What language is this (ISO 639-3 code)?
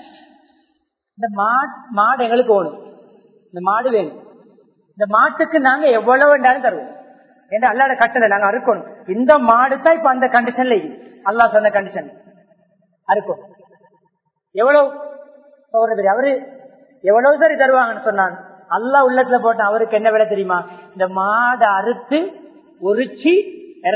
tam